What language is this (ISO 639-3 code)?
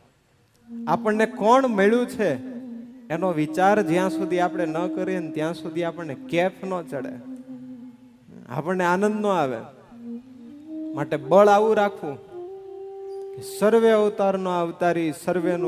guj